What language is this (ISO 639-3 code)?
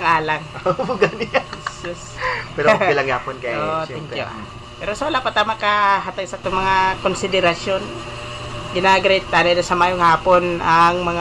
hil